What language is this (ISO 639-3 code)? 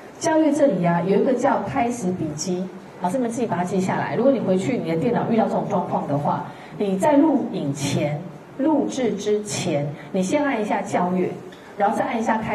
zho